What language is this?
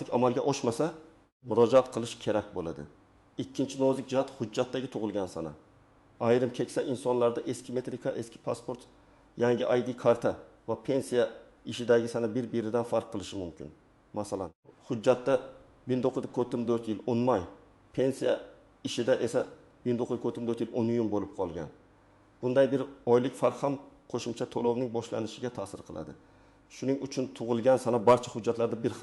Uzbek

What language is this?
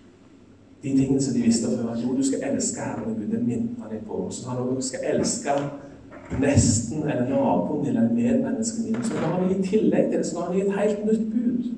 Norwegian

